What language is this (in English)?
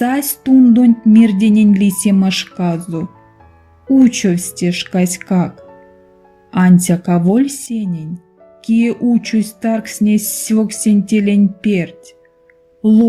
Erzya